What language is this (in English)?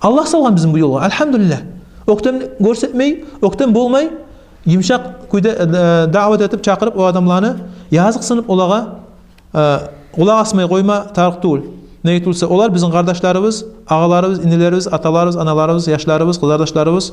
Kumyk